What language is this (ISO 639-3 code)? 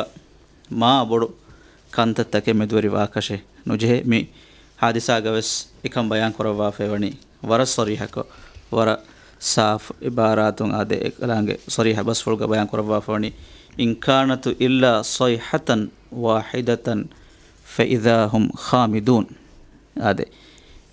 div